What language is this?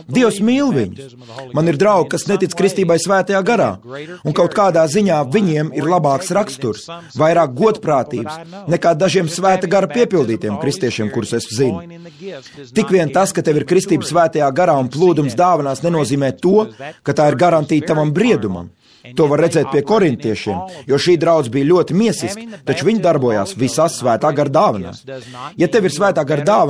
Latvian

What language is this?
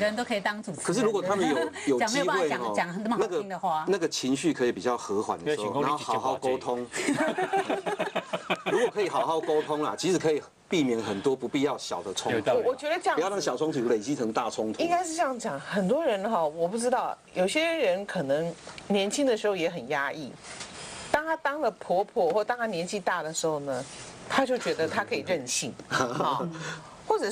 Chinese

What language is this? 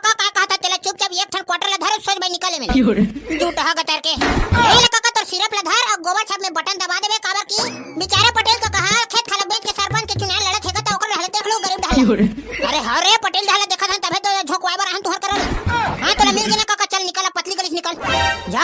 Chhattisgarhi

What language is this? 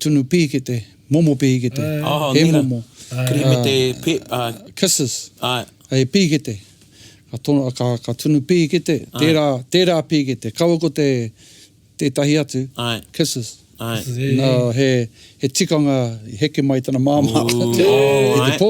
Māori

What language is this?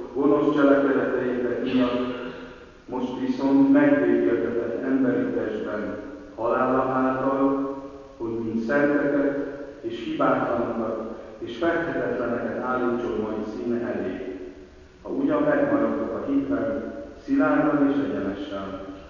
Hungarian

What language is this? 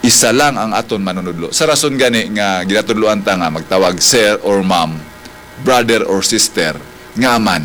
Hiligaynon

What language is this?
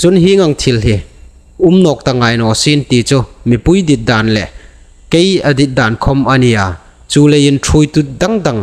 Hmar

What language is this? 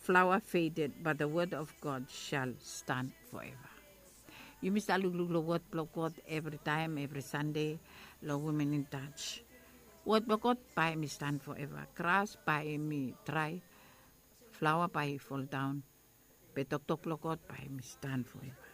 Bislama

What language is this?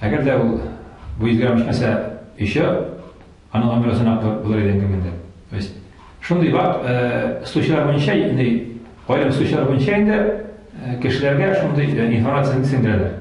Tatar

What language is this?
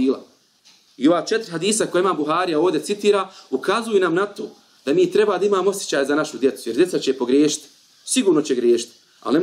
Bosnian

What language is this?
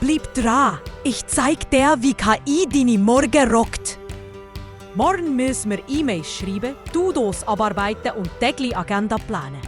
Swiss German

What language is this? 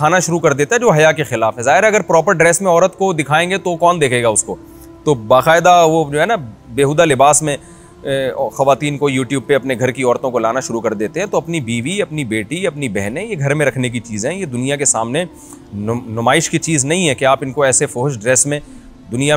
Urdu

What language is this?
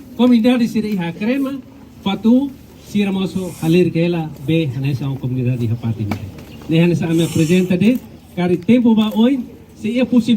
Tetum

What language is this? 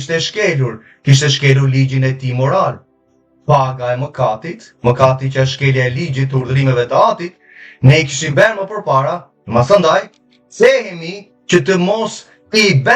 Albanian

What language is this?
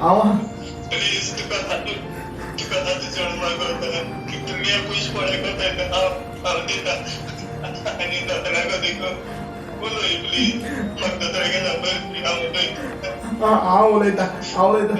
Konkani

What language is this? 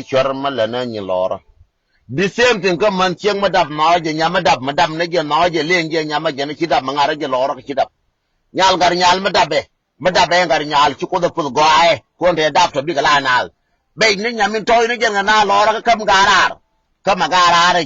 Nuer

